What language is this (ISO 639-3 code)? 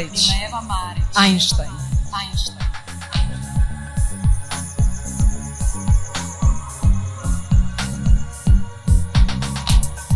srp